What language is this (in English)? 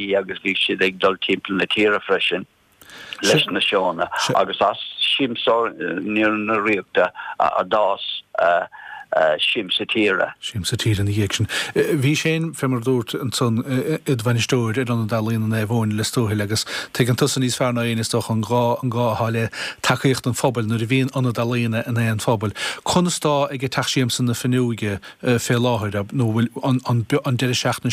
Irish